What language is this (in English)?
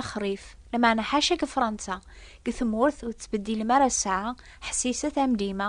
Kabyle